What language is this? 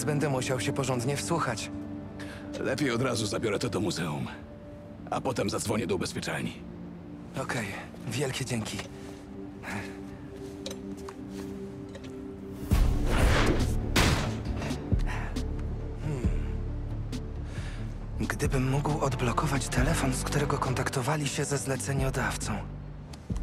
Polish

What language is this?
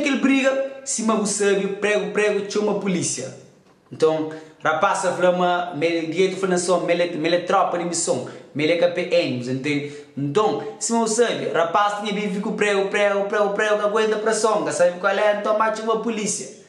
Kabuverdianu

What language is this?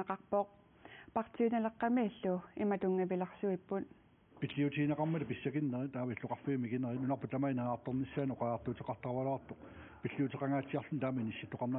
Kalaallisut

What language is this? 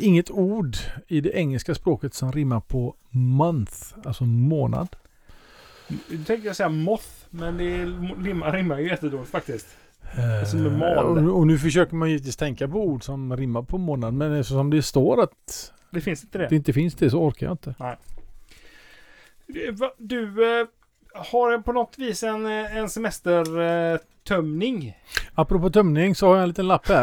Swedish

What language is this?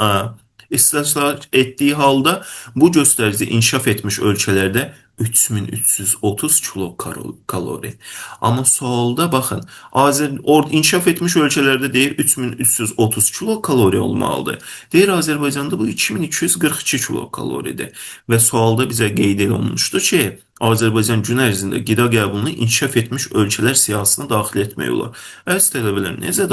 Azerbaijani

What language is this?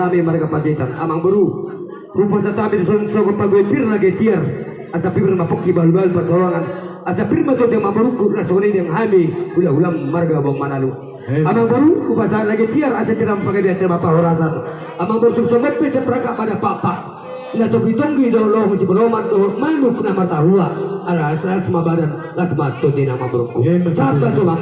Batak Toba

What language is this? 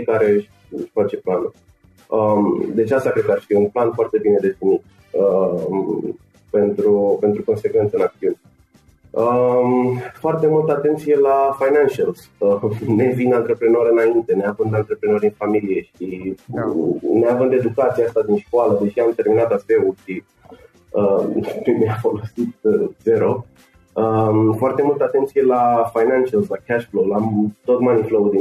Romanian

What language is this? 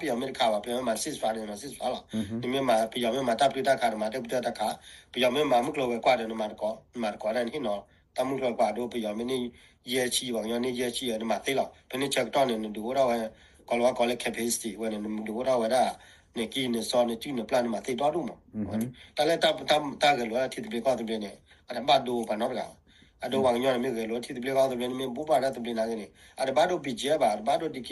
S'gaw Karen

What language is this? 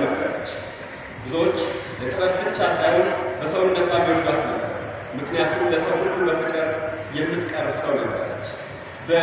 Amharic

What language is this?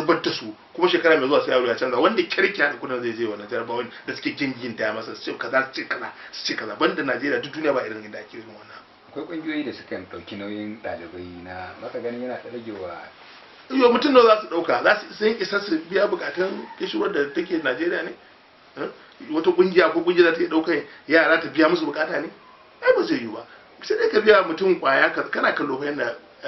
Hausa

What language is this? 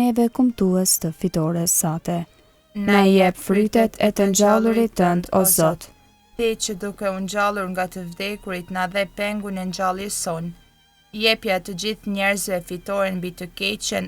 Albanian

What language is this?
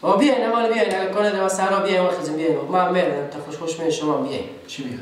Persian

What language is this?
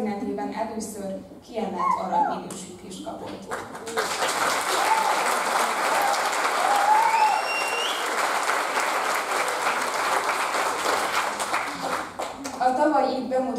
Hungarian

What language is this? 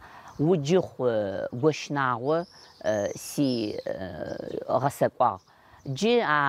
Adyghe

